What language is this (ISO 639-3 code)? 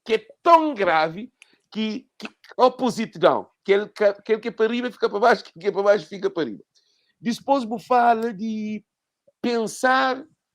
kea